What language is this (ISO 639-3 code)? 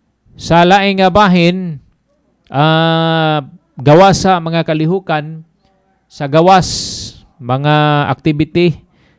ceb